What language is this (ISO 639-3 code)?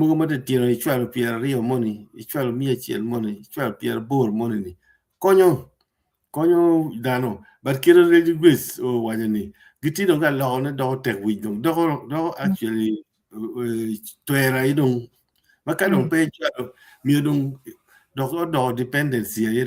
ach